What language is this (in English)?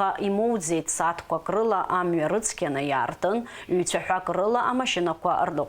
Abkhazian